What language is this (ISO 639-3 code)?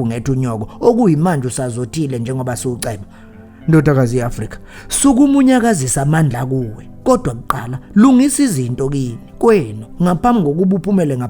zul